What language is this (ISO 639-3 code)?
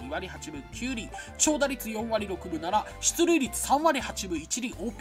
jpn